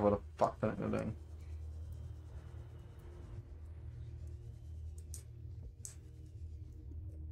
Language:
Dutch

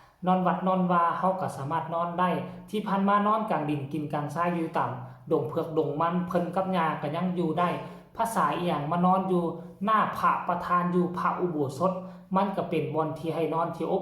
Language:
Northeastern Thai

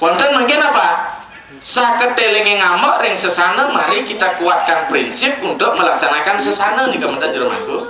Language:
Balinese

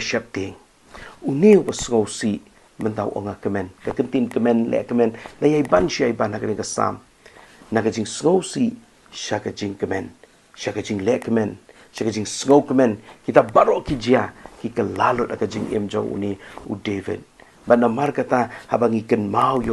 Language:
Khasi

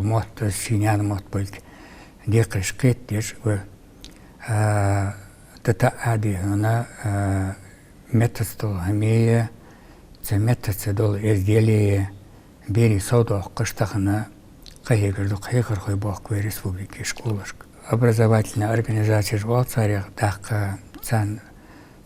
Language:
Ingush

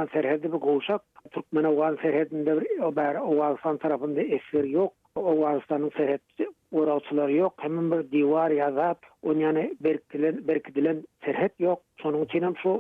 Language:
Turkmen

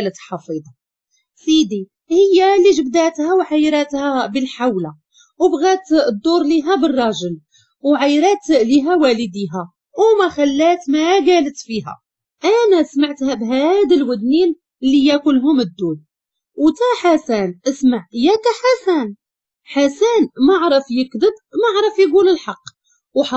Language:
Moroccan Arabic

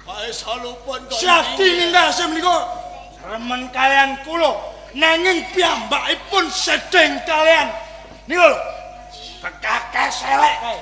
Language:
Javanese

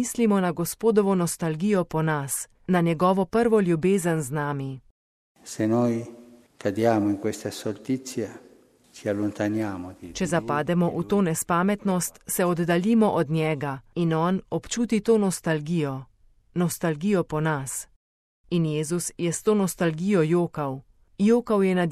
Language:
Slovenian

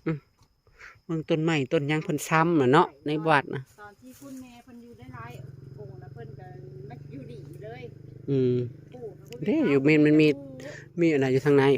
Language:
Northeastern Thai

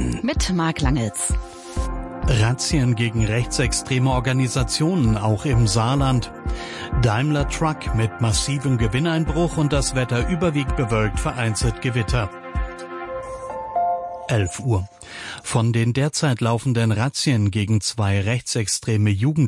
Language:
German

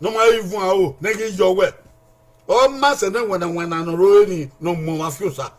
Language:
Bini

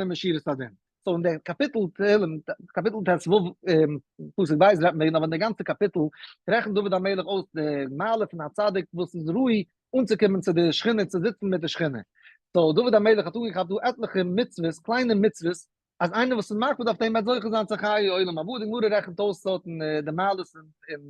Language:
Yiddish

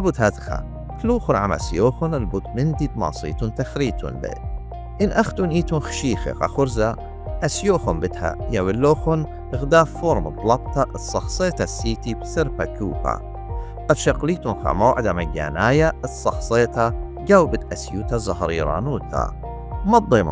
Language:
Assyrian Neo-Aramaic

